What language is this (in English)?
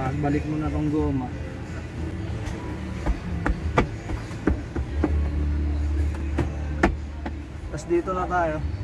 Filipino